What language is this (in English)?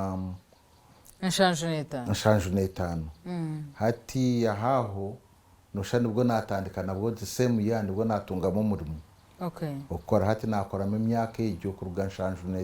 Nyankole